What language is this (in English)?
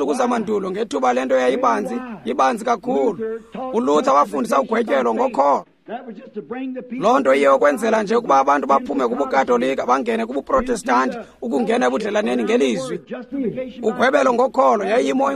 Xhosa